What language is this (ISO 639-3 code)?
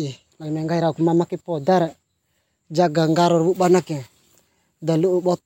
bhp